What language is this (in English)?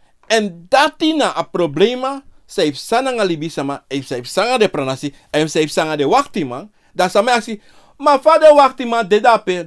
Sranan Tongo